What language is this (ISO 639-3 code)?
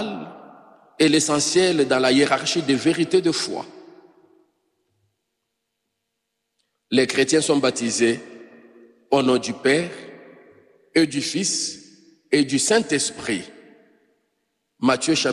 fra